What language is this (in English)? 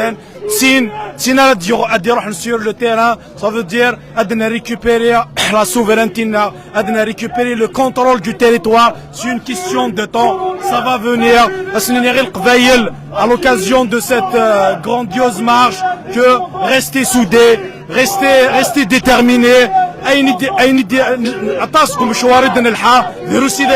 Kabyle